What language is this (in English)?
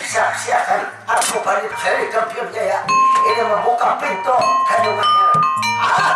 Banjar